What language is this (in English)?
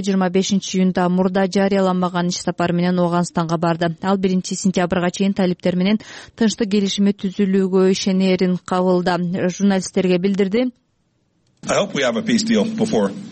Kyrgyz